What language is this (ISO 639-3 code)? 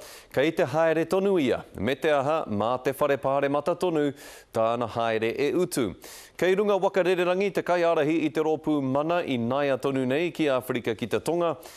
mri